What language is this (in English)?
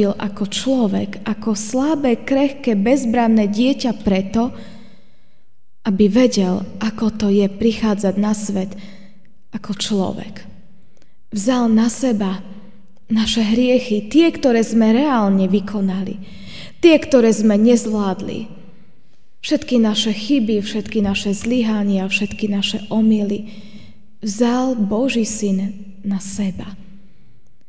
Slovak